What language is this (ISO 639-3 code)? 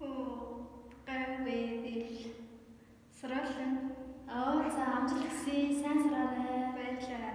tyv